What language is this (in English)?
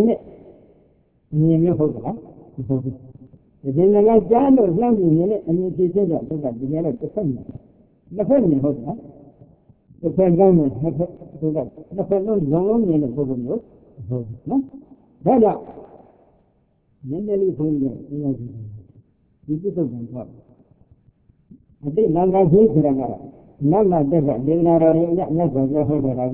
Burmese